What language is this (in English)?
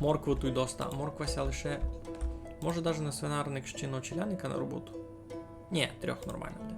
Rusyn